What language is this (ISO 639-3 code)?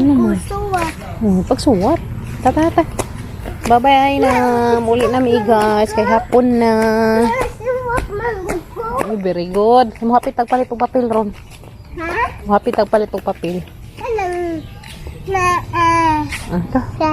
ceb